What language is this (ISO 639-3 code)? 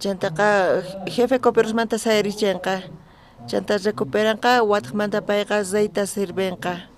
quh